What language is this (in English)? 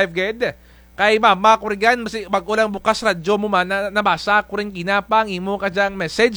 Kinaray-a